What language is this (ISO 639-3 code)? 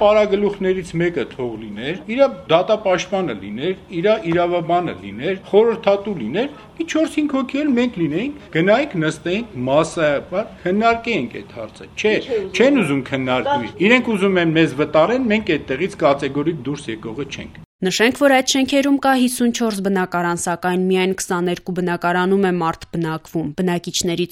hye